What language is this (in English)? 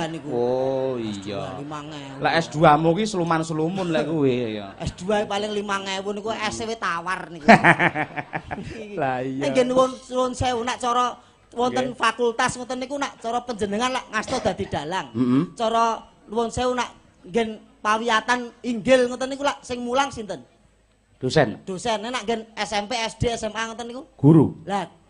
Javanese